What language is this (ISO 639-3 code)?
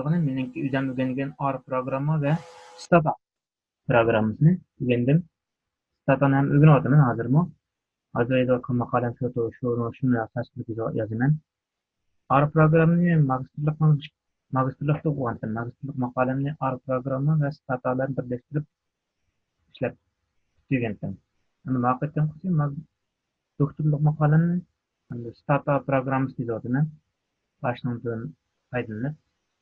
uig